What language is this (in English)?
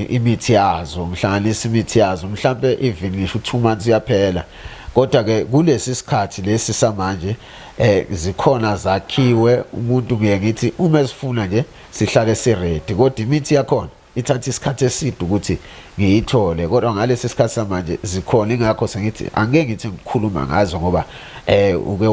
Zulu